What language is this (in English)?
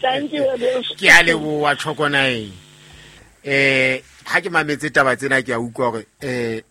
Southern Sotho